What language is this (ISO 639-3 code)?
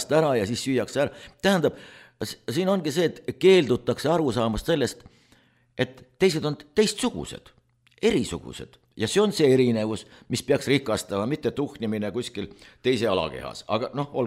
est